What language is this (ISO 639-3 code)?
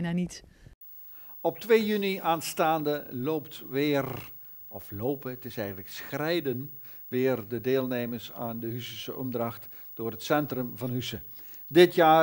nld